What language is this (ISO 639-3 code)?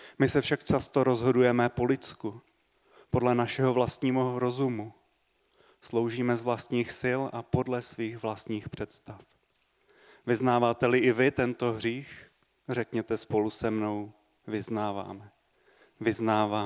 ces